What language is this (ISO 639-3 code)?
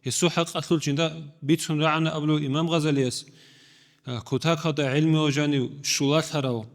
ava